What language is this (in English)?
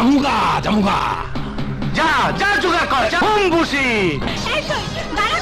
Bangla